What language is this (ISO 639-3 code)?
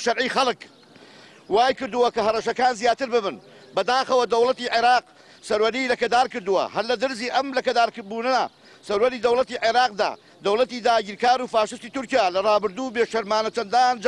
ckb